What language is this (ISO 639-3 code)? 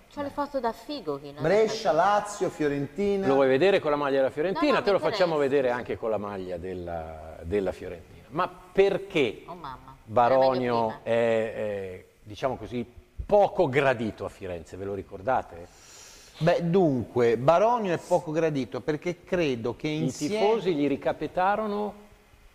ita